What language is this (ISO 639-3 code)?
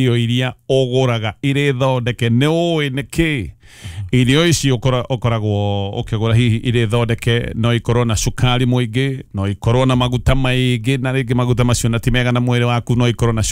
kik